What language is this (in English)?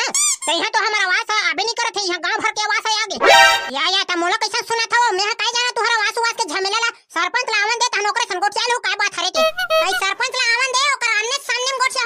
Chhattisgarhi